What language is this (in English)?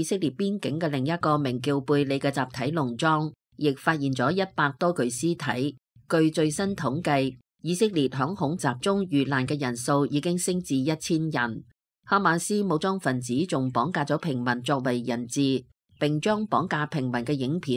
Cantonese